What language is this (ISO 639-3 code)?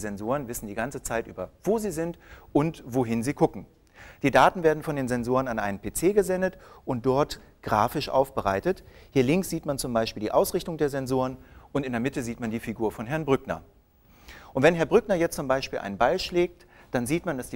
deu